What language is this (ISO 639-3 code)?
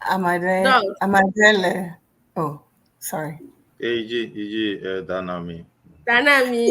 ewe